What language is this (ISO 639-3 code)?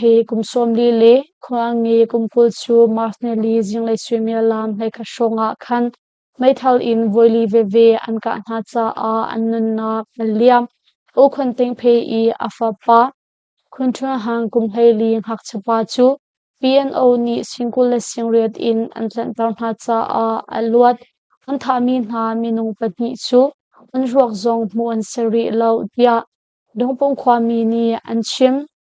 cnh